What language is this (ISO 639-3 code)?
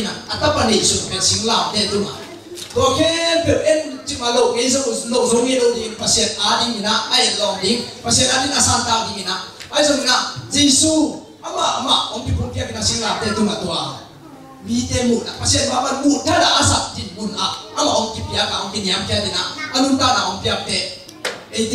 ctd